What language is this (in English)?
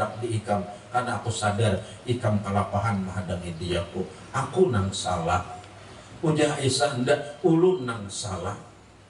Banjar